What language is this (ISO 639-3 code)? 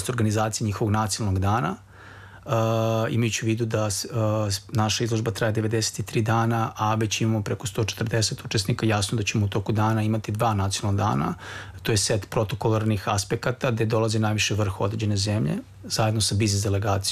srp